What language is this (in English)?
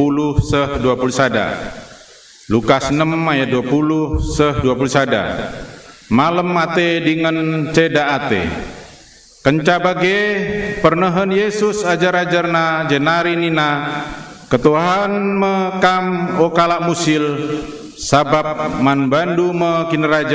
Batak Karo